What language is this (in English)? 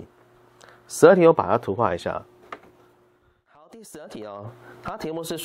Chinese